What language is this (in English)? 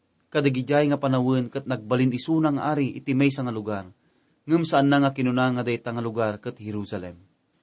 Iloko